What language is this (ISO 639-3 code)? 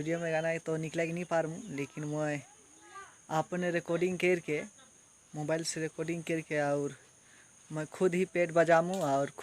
sck